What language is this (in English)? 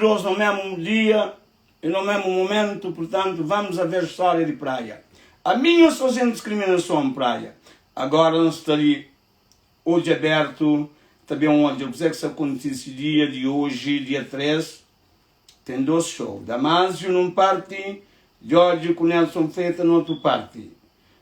Kabuverdianu